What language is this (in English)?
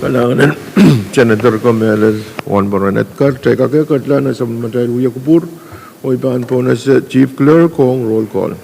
Pohnpeian